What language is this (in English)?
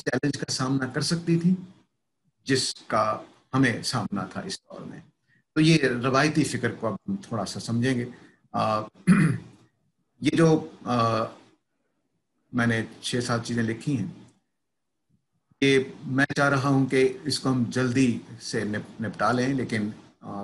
Urdu